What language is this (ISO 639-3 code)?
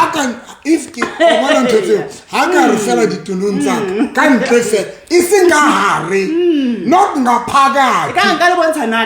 sot